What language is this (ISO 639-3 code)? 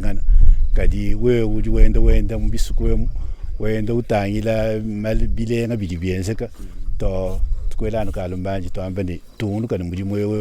lua